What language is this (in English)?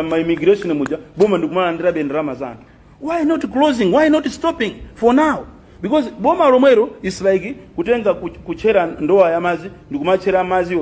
Nyanja